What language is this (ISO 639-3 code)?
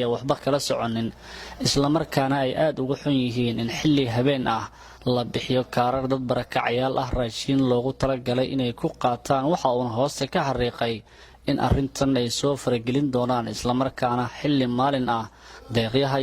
som